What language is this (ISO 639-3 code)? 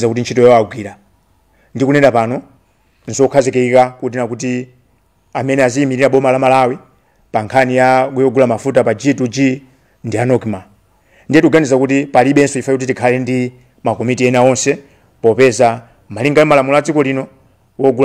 nya